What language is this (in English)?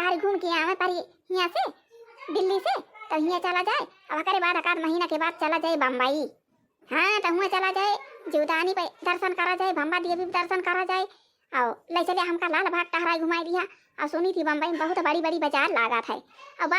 Awadhi